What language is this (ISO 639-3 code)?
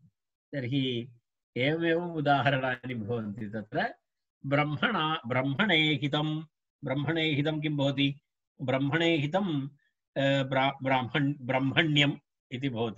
san